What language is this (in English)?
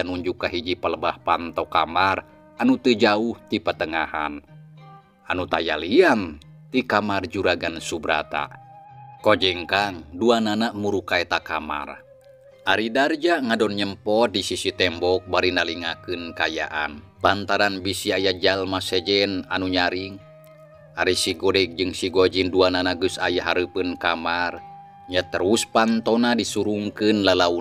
Sundanese